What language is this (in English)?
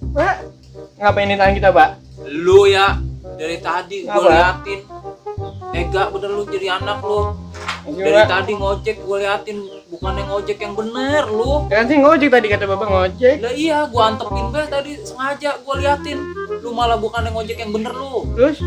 Betawi